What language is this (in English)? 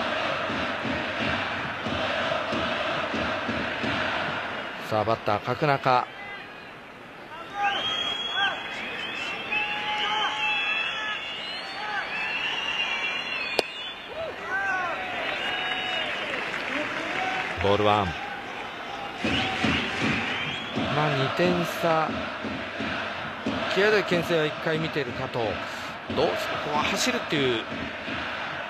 Japanese